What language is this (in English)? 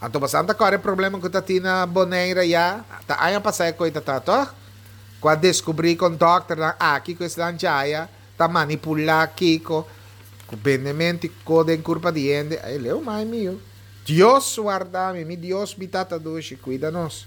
Papiamento